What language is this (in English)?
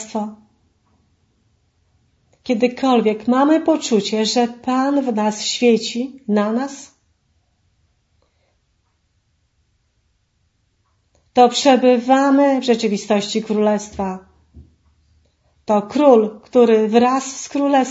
Polish